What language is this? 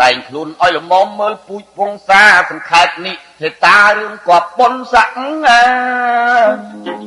Khmer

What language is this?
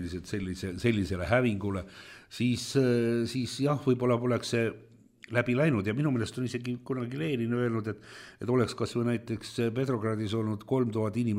Estonian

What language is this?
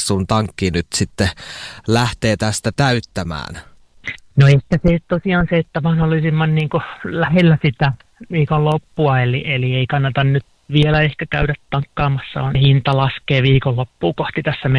Finnish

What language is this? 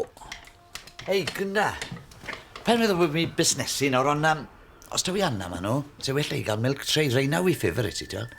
Welsh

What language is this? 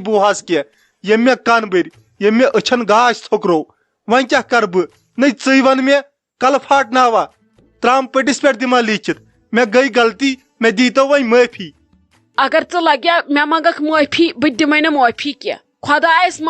Kashmiri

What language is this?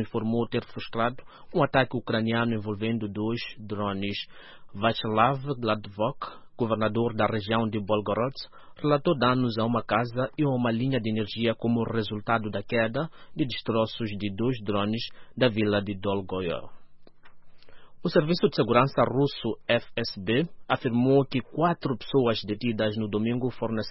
Portuguese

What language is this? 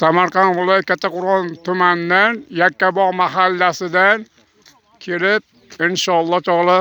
Uzbek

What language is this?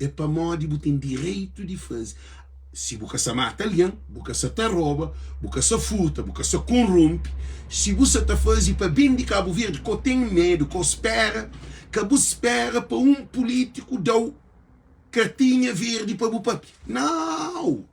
Kabuverdianu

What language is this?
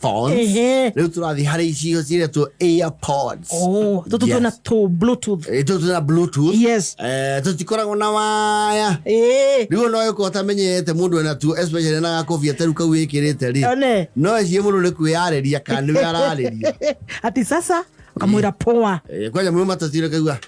Kikuyu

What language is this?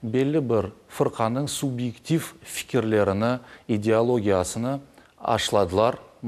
Crimean Tatar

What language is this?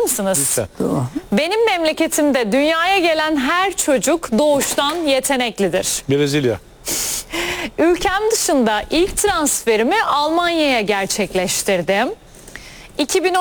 Turkish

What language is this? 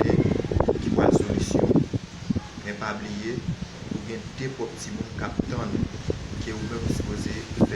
Haitian Creole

